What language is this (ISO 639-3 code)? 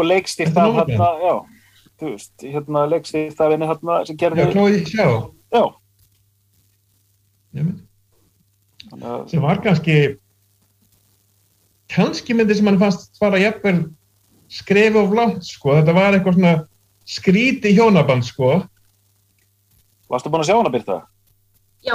isl